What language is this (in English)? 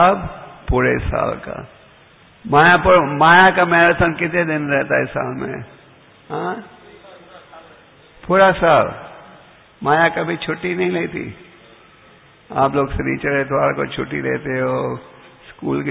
Hindi